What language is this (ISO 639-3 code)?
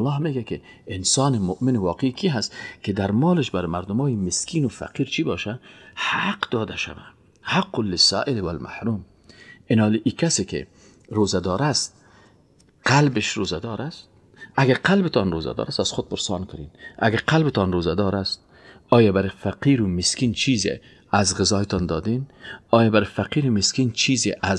fas